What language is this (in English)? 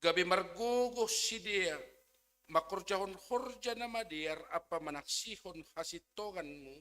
Batak Simalungun